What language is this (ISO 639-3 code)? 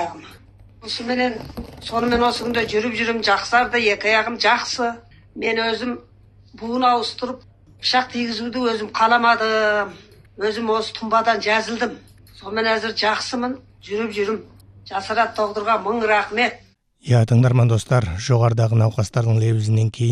kaz